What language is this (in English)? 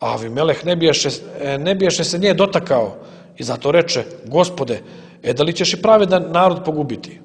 Serbian